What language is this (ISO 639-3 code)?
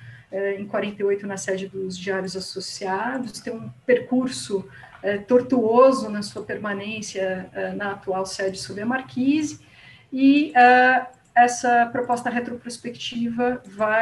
por